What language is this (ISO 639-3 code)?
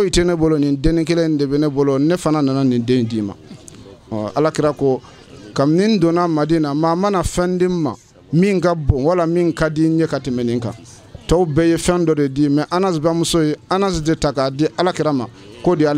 bam